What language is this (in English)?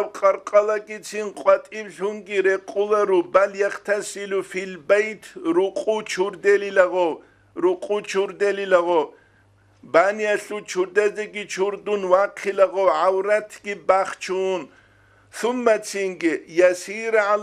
Avaric